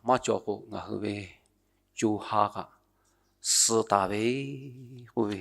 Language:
Lahu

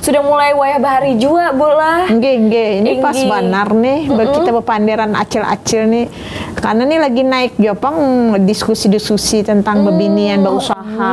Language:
Banjar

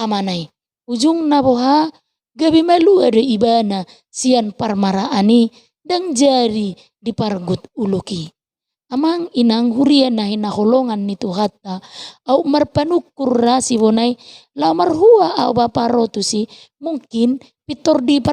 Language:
Batak Toba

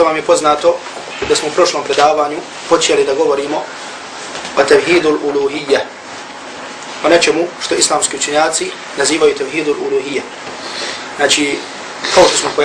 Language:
Bosnian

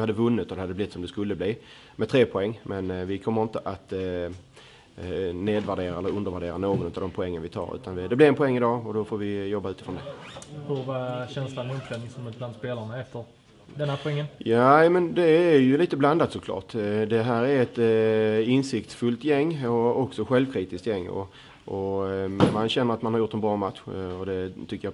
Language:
Swedish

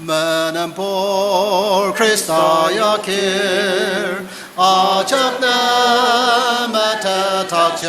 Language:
Ao Naga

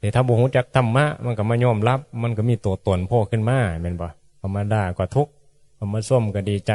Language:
Northeastern Thai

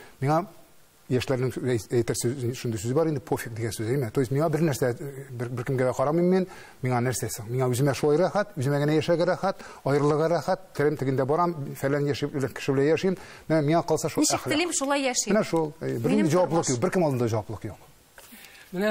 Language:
Tatar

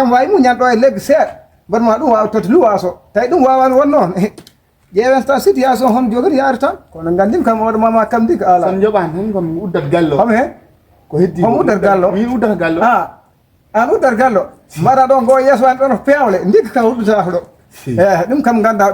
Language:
Fula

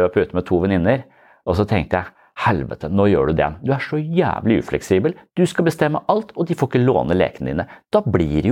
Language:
Norwegian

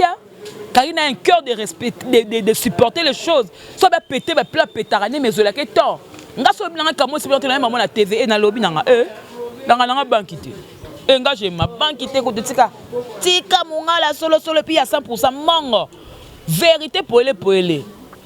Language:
Lingala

